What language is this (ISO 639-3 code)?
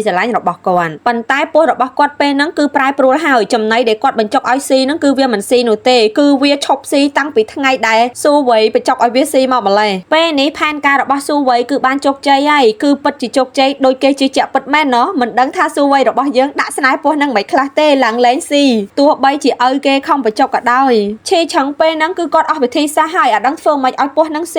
khm